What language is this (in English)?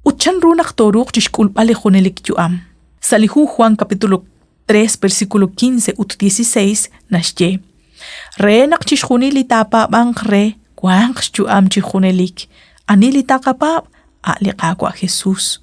Kekchí